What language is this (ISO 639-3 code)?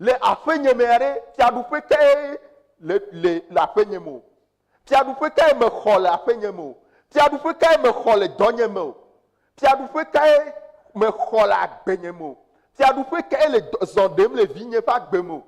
ewe